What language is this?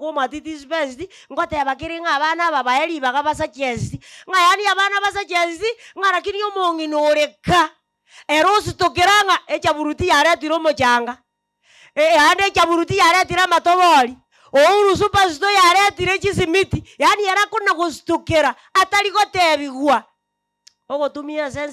Gusii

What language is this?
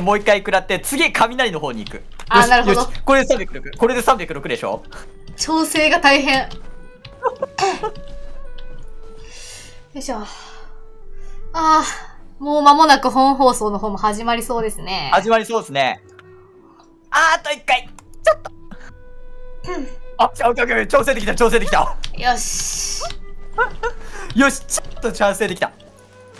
Japanese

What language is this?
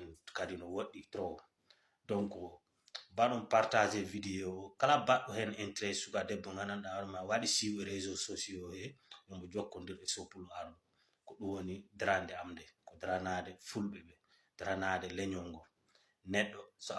Fula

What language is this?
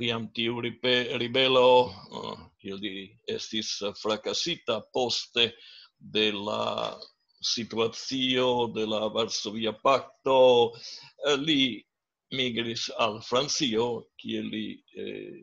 Esperanto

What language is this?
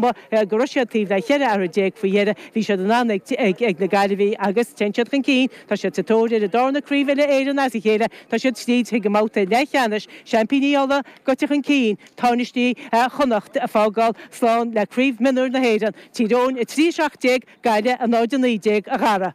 Irish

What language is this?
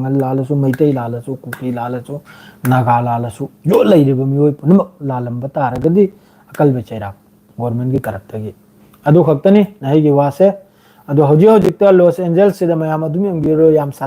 Manipuri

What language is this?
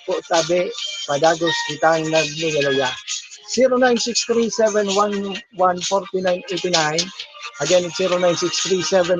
Bikol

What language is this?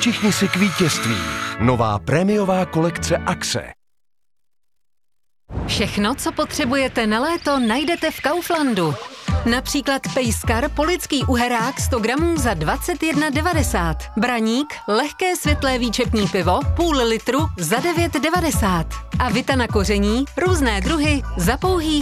Czech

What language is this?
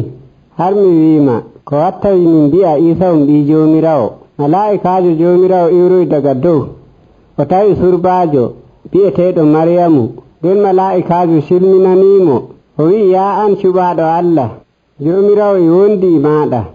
Nigerian Fulfulde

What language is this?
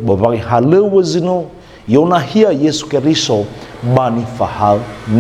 Nias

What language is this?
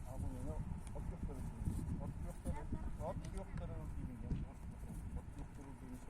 Yakut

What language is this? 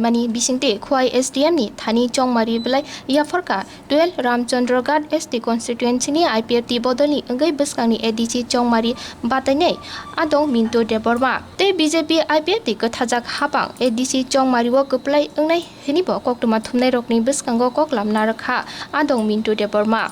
Kok Borok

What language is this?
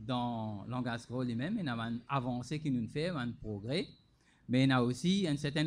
Morisyen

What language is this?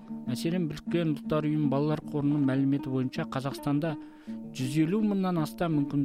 Kazakh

